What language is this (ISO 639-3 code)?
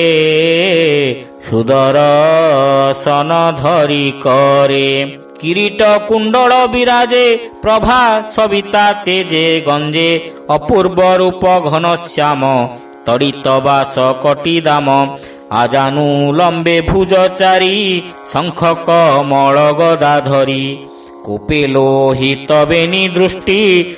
ori